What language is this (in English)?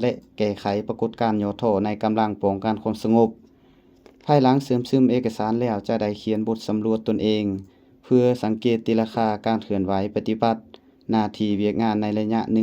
Lao